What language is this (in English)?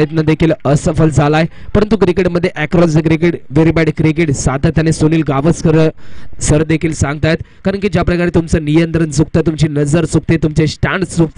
Marathi